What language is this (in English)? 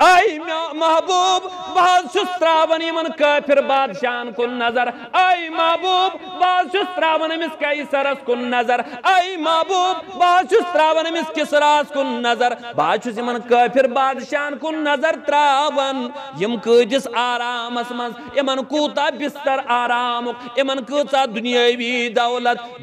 Kashmiri